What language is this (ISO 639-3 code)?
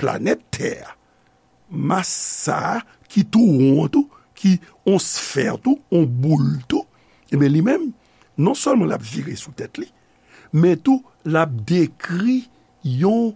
hat